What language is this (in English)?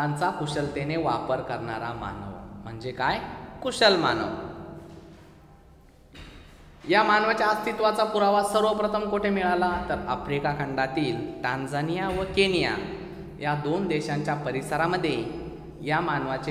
Marathi